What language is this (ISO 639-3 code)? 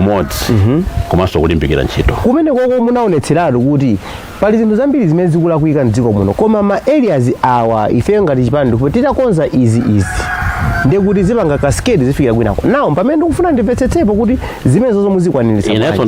nya